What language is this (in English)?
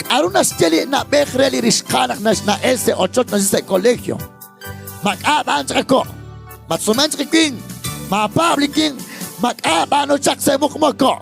Kekchí